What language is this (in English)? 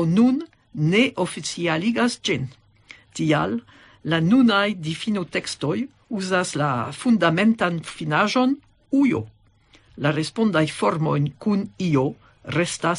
Esperanto